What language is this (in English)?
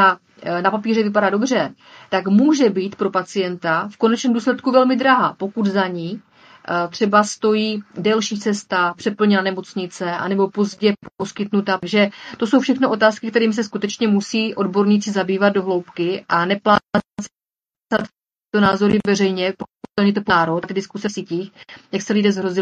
Czech